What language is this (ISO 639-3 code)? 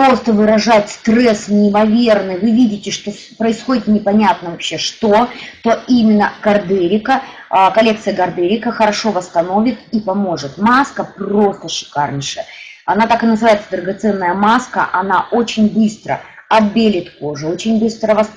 rus